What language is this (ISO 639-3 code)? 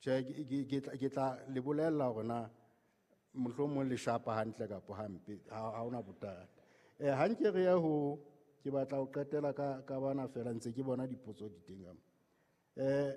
sot